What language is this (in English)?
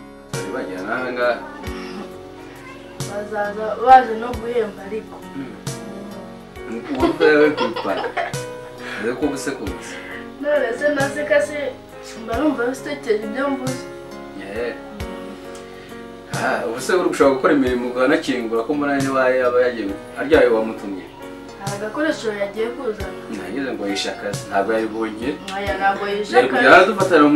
Kinyarwanda